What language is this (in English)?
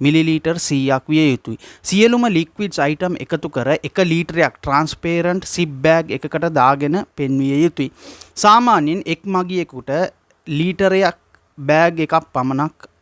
Sinhala